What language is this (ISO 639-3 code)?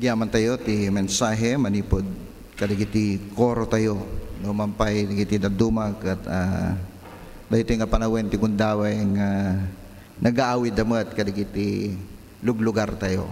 ilo